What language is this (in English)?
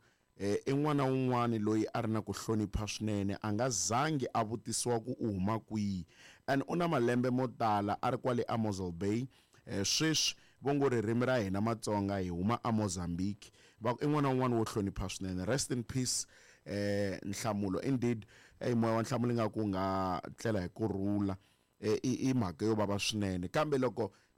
Tsonga